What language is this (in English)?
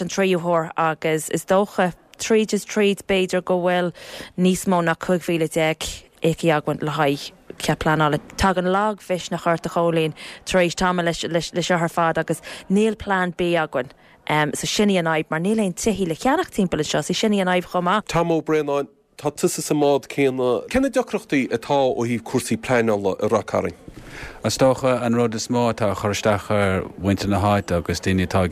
Irish